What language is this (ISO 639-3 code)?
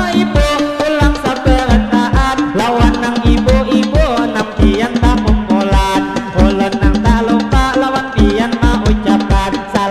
bjn